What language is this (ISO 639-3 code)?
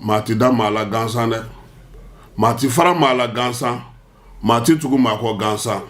bam